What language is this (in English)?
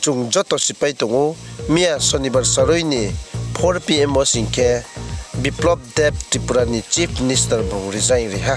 Riang (India)